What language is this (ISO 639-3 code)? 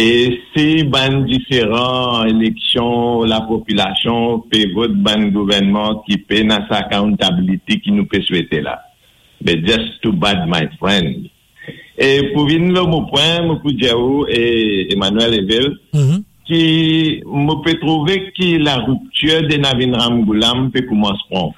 mfe